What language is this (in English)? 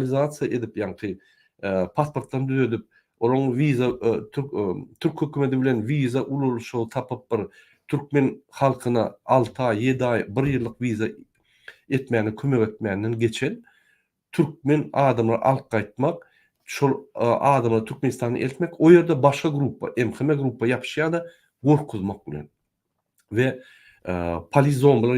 Turkmen